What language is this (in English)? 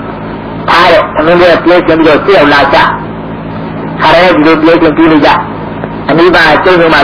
Burmese